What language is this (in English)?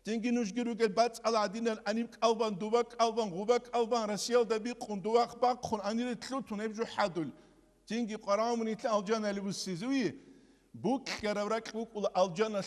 Avaric